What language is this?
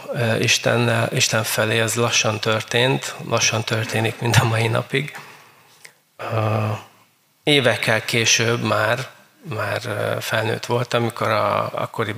Hungarian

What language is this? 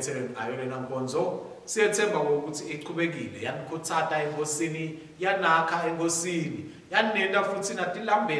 Swati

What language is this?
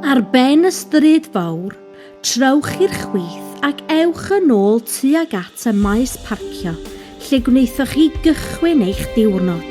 Welsh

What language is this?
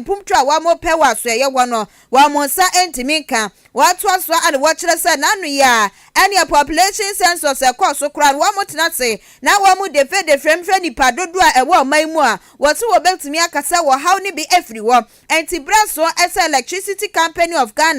Akan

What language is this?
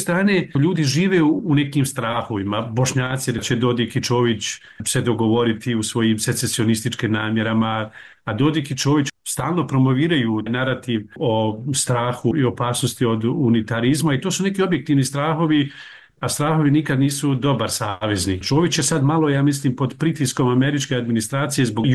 Bosnian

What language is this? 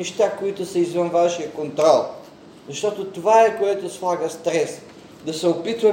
Bulgarian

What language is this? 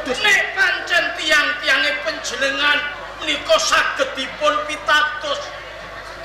Javanese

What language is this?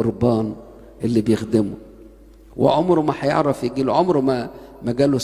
Egyptian Arabic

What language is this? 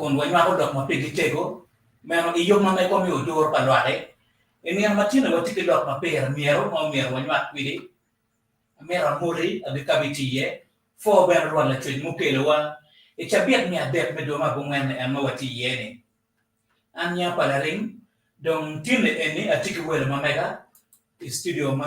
Acoli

